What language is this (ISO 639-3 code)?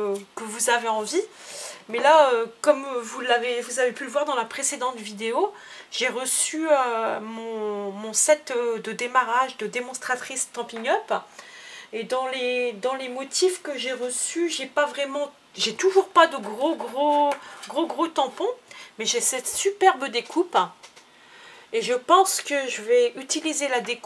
fra